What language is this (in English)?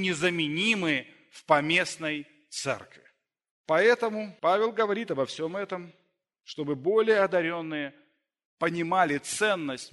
Russian